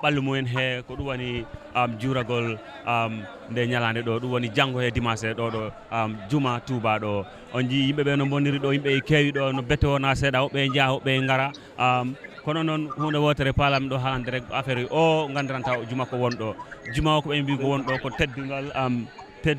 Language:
Fula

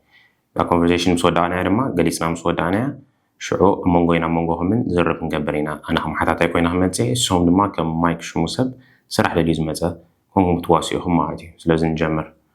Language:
Tigrinya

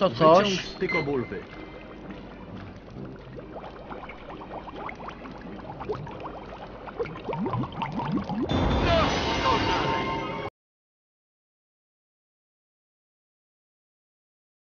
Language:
Polish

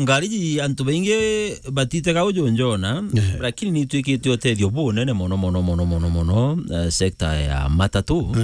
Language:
Meru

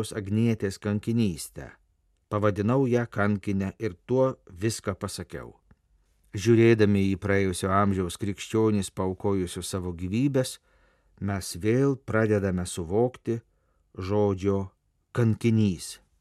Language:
Lithuanian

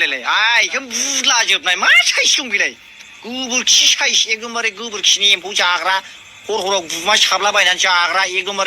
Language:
Bodo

